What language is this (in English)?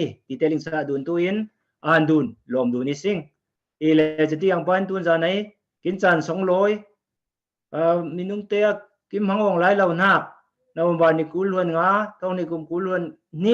Falam Chin